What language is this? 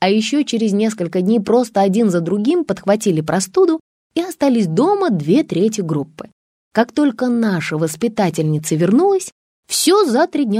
Russian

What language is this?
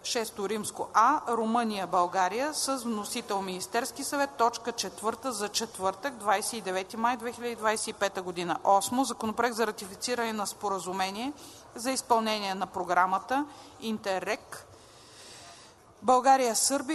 Bulgarian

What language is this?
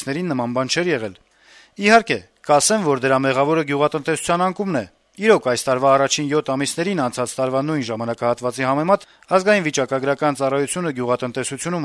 Armenian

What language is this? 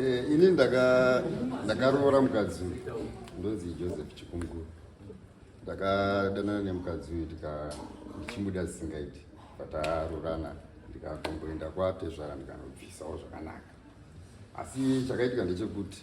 Shona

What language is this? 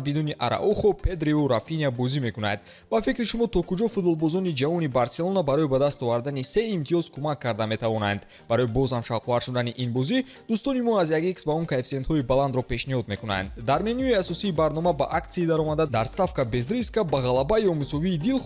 Tajik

